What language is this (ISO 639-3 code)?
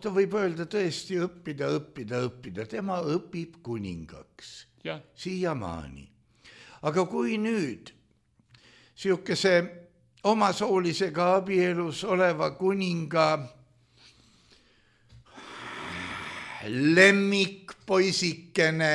est